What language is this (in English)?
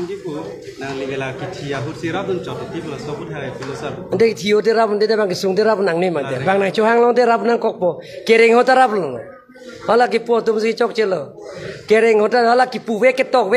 Karbi